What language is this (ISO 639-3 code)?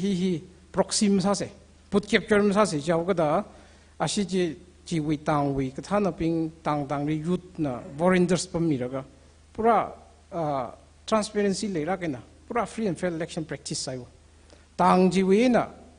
nmf